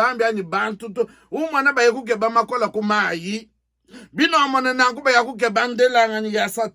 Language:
Luba-Lulua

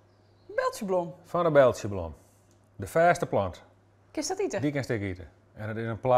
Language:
Western Frisian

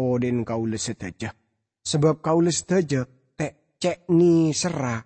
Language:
Madurese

